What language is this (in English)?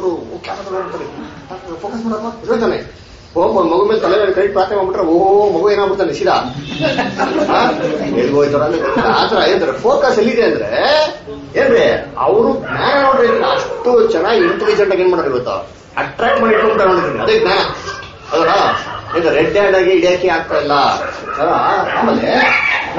Kannada